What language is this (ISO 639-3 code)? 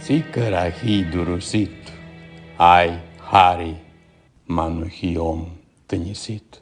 rup